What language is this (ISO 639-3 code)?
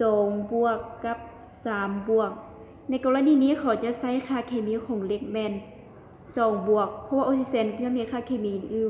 lao